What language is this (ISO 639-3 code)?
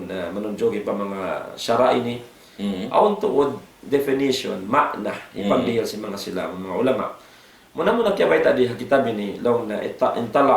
tsg